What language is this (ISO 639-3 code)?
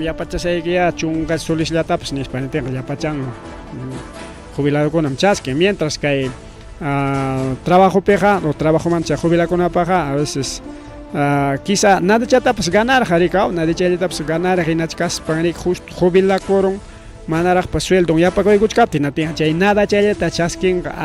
quy